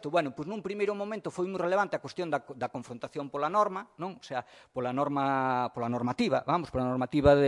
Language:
Galician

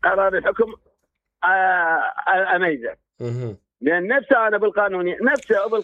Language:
Mesopotamian Arabic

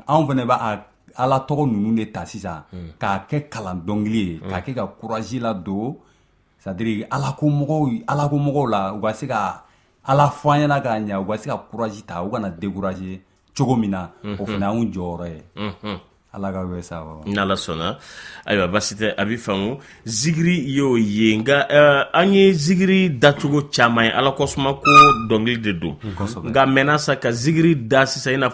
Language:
Bambara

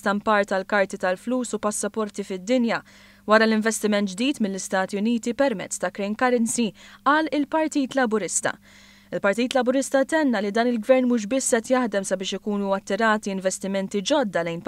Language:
Maltese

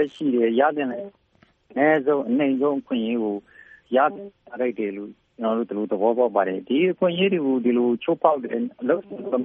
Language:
Burmese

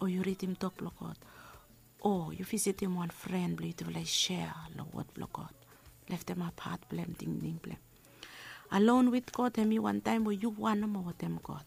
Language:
Bislama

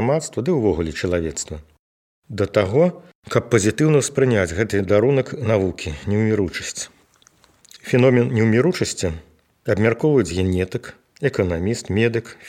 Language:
Belarusian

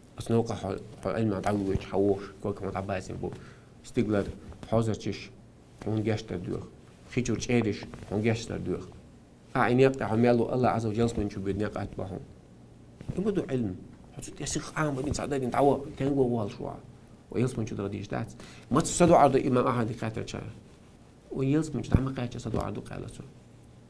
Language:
Chechen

